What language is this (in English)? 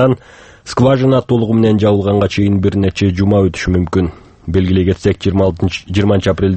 Kyrgyz